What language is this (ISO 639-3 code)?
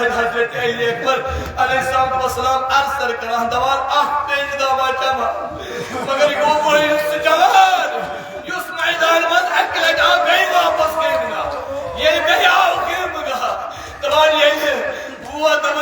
kas